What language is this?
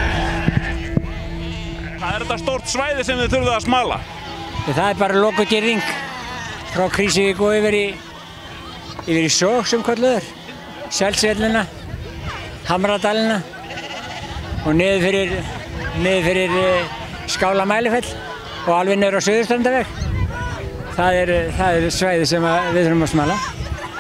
Icelandic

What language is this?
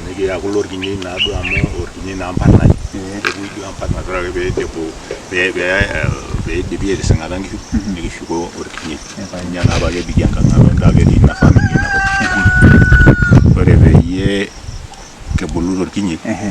Masai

